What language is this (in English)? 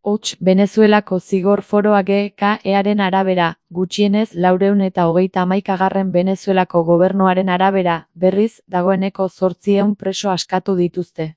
Basque